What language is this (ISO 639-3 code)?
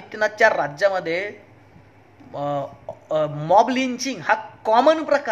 mar